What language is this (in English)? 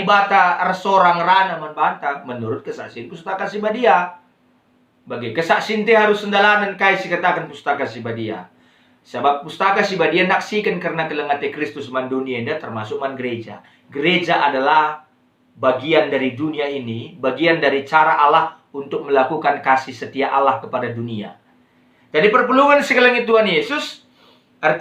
Batak Karo